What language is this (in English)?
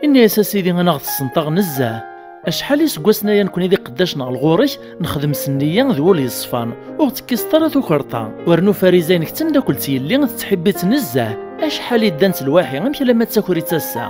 Kabyle